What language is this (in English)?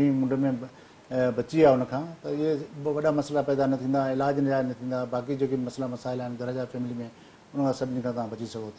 Sindhi